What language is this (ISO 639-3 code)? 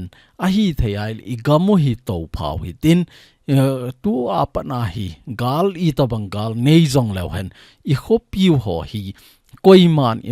tcz